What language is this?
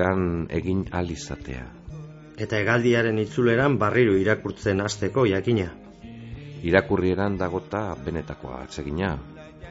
Basque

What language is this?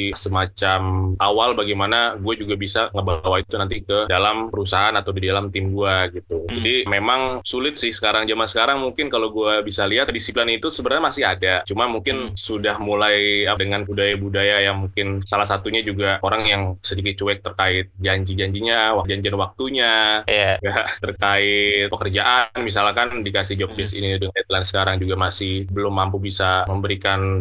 Indonesian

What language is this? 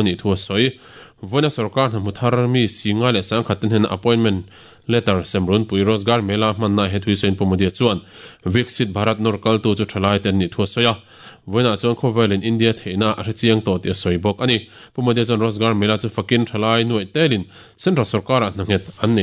Mizo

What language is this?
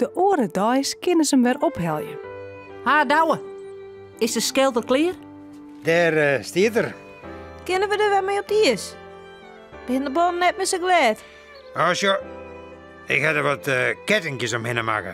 Western Frisian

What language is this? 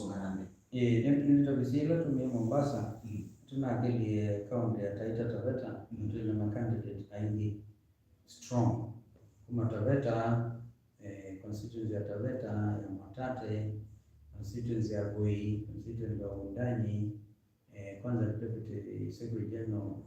Kamba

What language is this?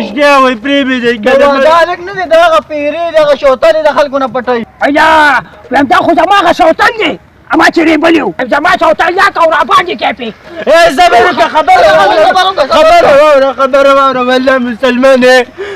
Pashto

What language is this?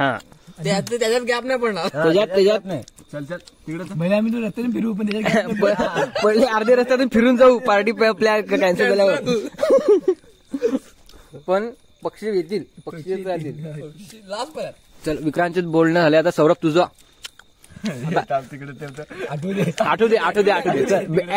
Marathi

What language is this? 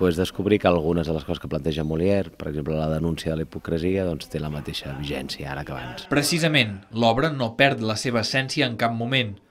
Catalan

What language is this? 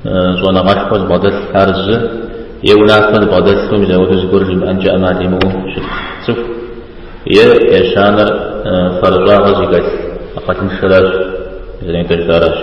Kabardian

